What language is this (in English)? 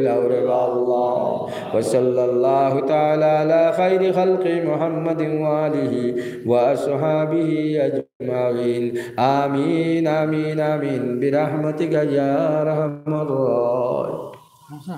Sylheti